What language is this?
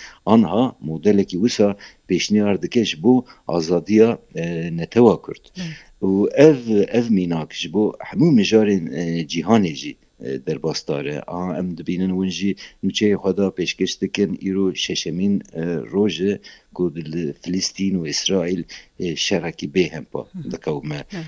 Kurdish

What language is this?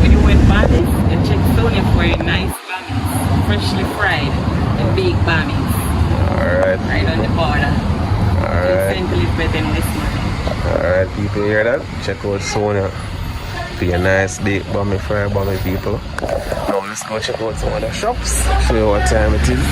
Jamaican Creole English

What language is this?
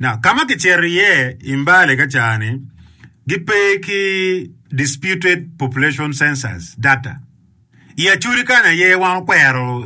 Acoli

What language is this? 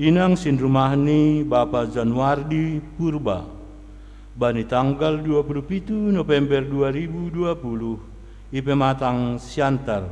Batak Simalungun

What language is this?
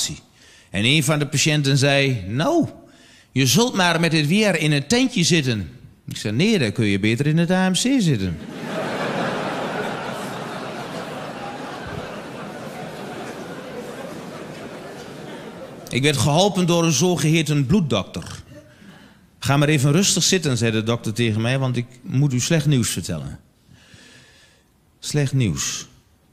Dutch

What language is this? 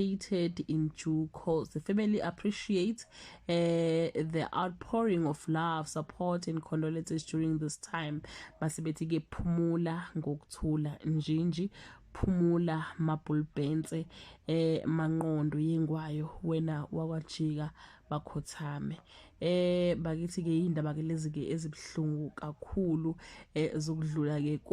Zulu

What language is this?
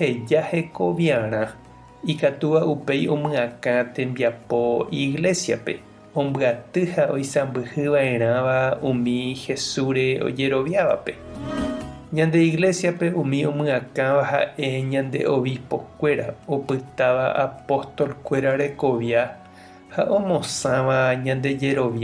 Guarani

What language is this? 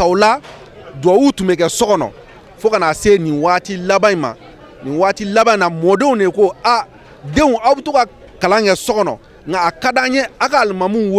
Bambara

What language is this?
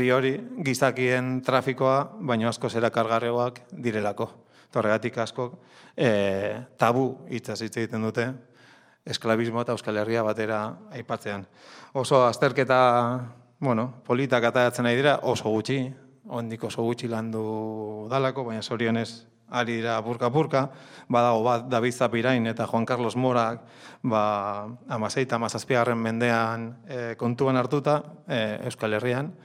Basque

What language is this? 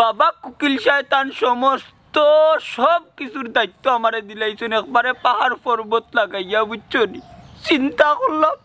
Sylheti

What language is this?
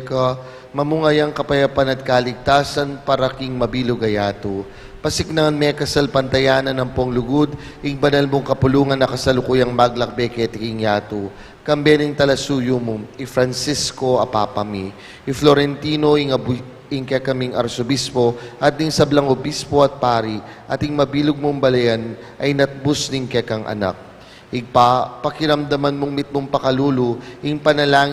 Pampanga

